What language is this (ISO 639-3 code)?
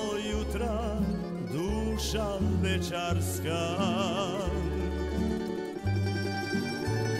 hrv